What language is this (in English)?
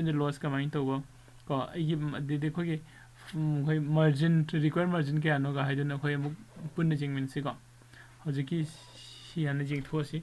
Manipuri